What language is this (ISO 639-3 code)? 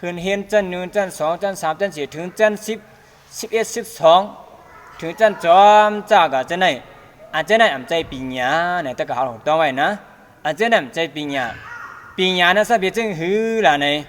shn